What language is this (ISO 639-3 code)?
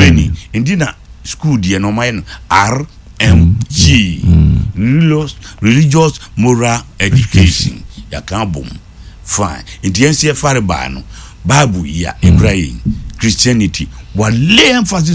aka